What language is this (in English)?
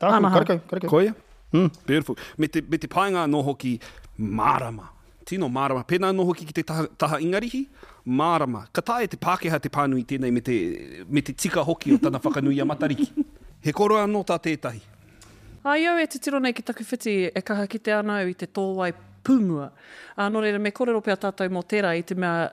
Māori